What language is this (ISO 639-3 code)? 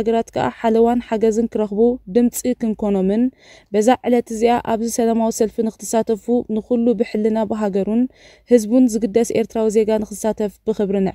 tir